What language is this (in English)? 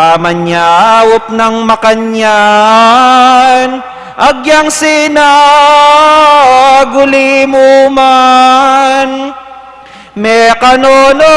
Pampanga